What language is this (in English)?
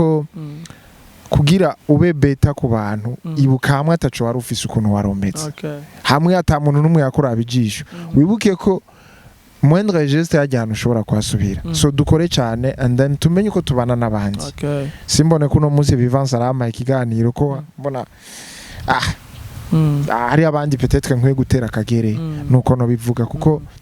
Rundi